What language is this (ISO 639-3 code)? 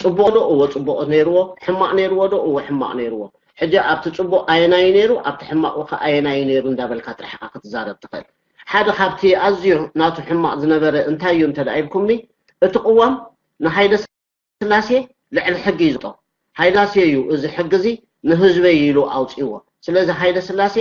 tir